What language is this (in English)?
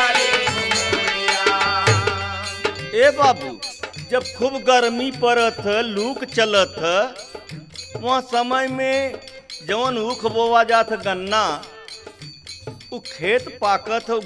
Bhojpuri